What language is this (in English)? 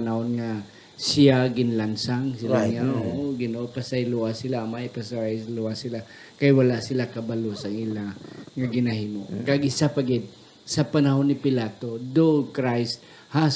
Hiligaynon